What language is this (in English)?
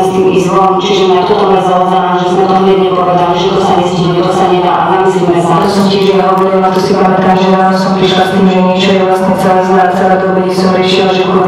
Slovak